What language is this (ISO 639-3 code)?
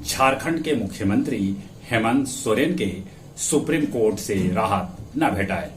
mag